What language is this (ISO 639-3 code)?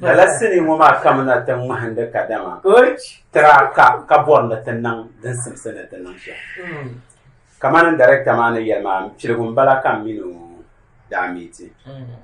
dag